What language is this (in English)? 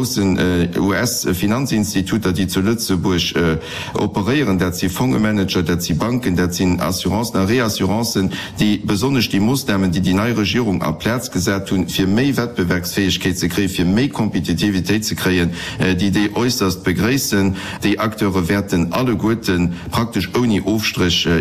Luxembourgish